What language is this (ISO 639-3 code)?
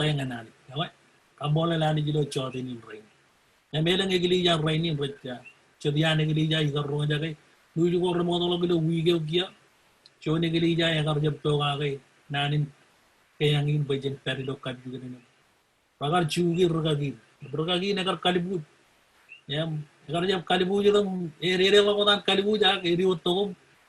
mah